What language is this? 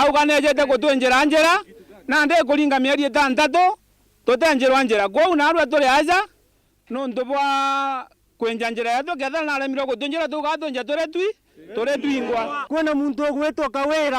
Meru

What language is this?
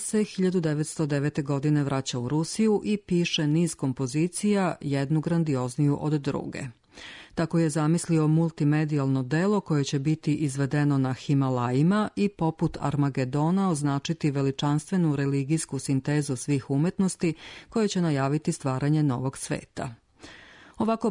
Serbian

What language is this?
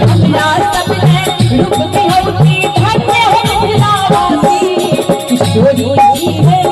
Maithili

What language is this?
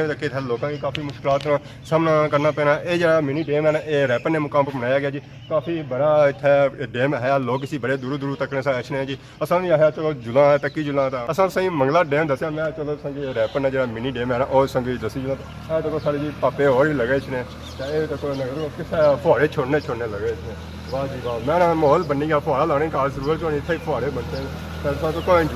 Pahari-Potwari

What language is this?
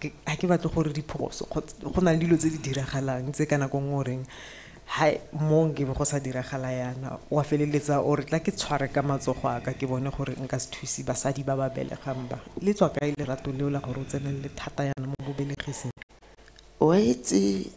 Tswana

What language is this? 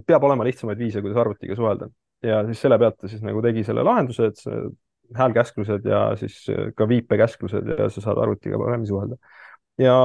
Estonian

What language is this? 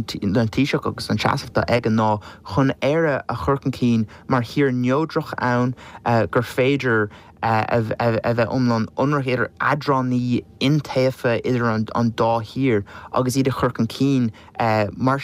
Irish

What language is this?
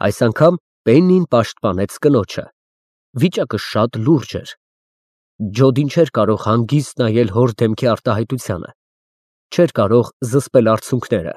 Armenian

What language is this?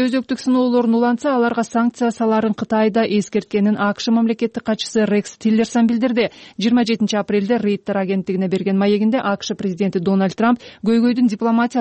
Kyrgyz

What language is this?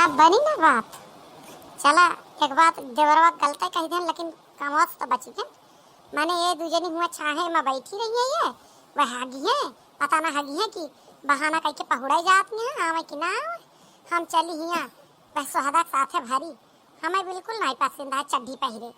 Awadhi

